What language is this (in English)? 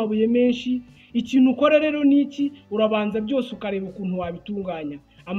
Kinyarwanda